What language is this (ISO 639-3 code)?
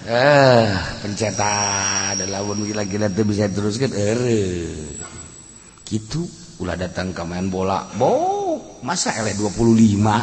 sun